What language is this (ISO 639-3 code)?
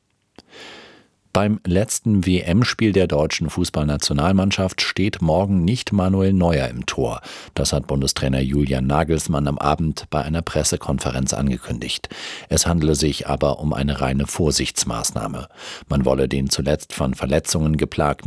deu